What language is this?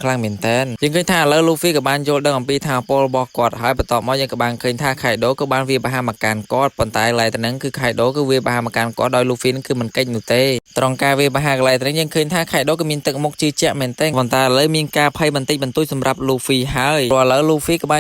Khmer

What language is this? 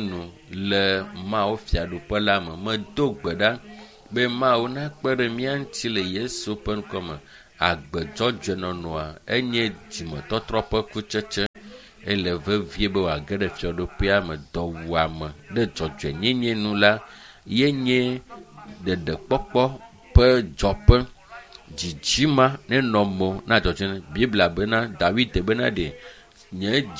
Ewe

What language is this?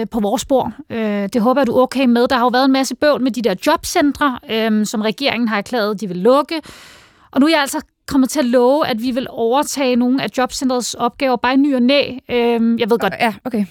Danish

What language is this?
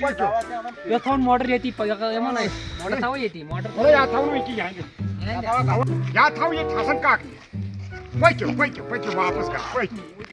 Kashmiri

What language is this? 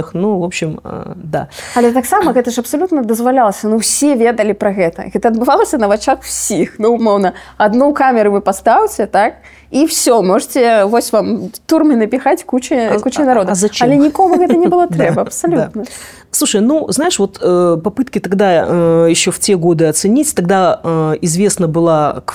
Belarusian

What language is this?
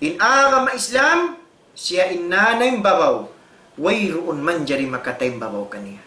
Tausug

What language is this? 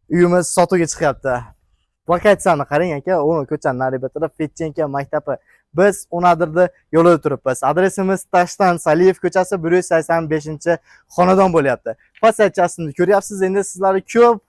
Uzbek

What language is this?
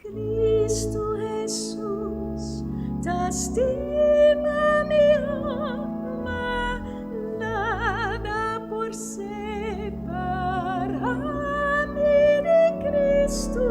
Papiamento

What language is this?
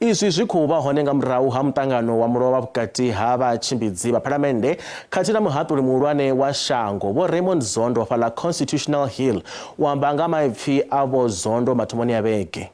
Venda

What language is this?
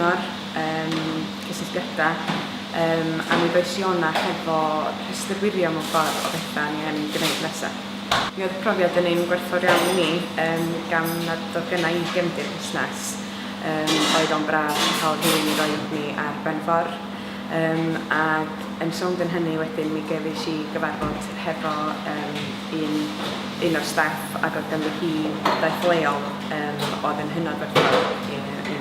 Welsh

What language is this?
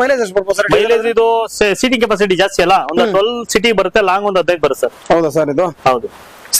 Kannada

